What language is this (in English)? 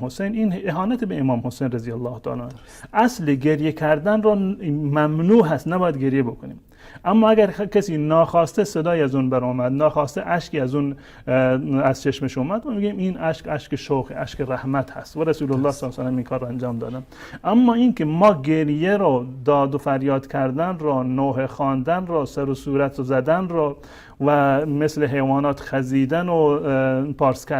Persian